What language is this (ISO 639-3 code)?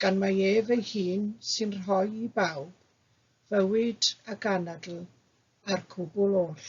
cym